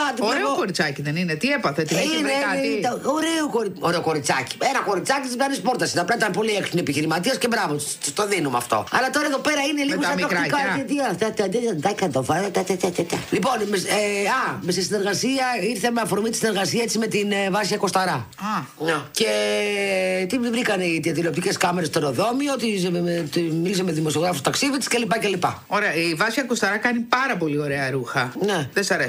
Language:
Greek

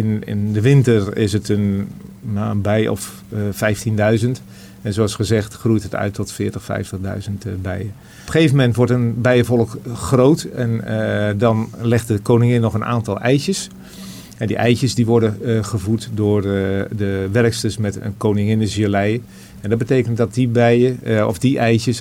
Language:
Dutch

